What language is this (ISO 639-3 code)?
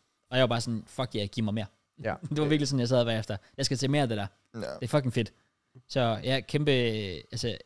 dan